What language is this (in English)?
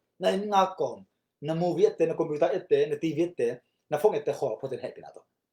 Tedim Chin